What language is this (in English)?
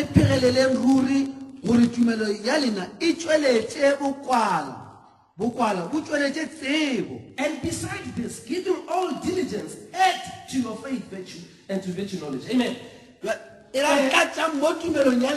Northern Sotho